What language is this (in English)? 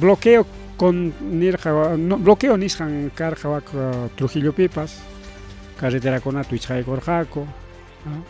Ayacucho Quechua